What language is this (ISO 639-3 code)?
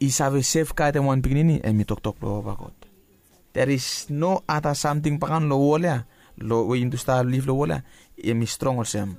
bis